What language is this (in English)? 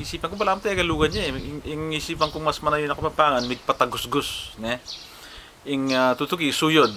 Pampanga